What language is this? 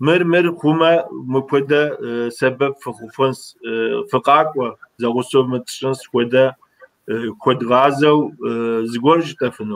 Kabardian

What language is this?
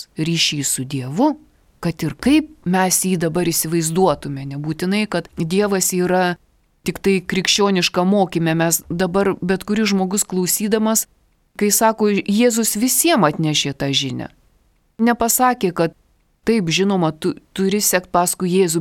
Lithuanian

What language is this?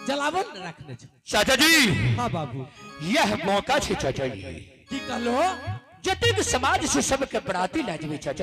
Angika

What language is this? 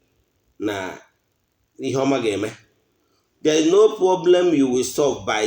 Igbo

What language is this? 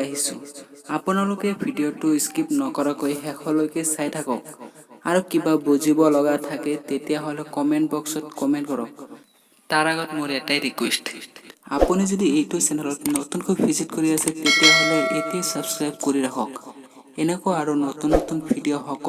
Assamese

